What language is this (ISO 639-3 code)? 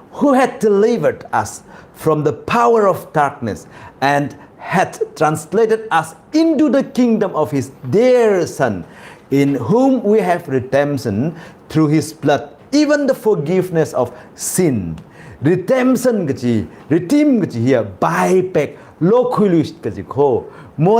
nmf